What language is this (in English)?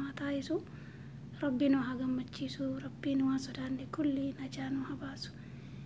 Oromo